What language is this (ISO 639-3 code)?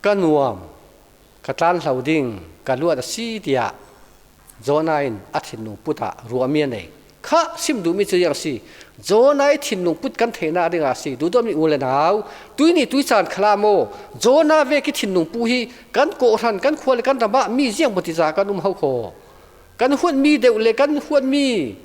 cfm